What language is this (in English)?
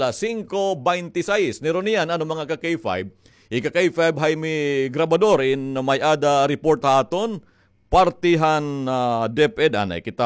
Waray